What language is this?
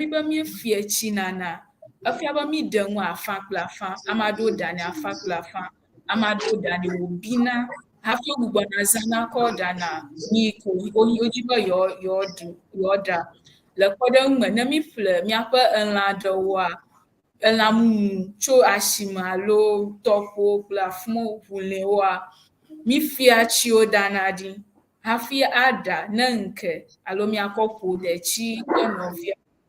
Ewe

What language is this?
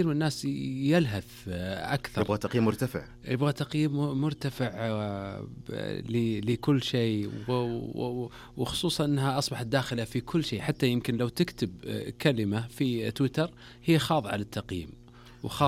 Najdi Arabic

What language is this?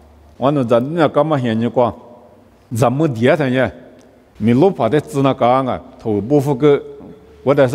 Lisu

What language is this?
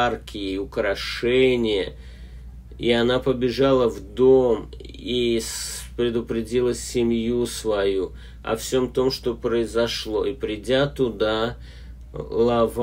Russian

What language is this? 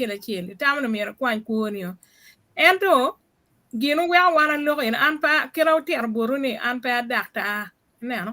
Acoli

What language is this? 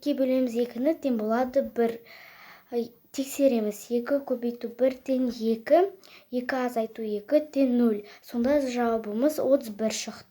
Kazakh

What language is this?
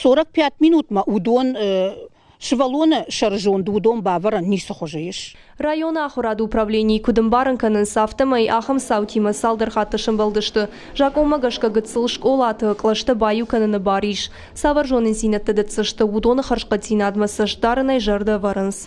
Ossetic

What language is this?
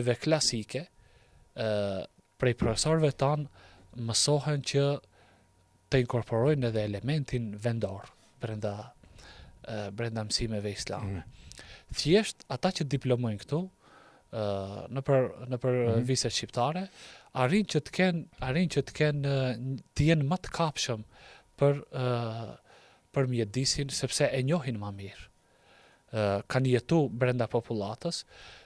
Albanian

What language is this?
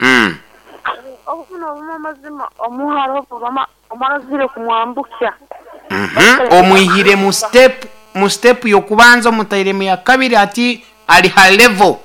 Nyoro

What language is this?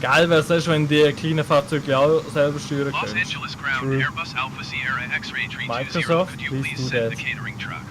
Swiss German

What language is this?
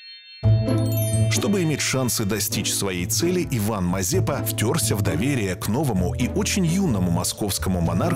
Russian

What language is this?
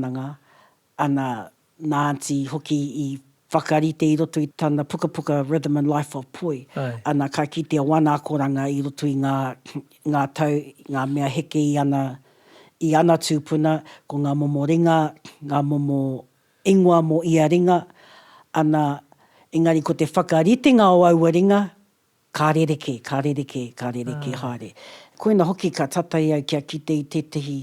Māori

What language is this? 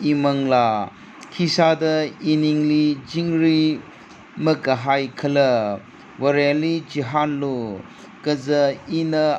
Tangkhul Naga (India)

